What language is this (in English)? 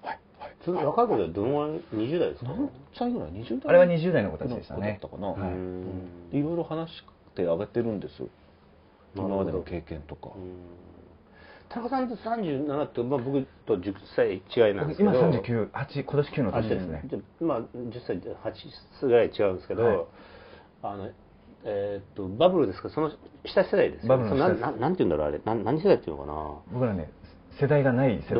Japanese